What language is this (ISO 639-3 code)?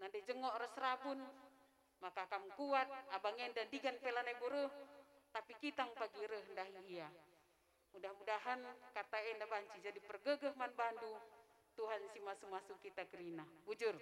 btx